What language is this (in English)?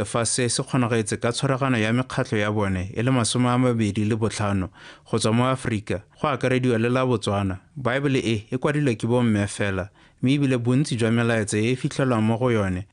Tswana